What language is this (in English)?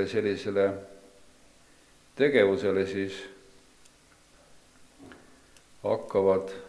Estonian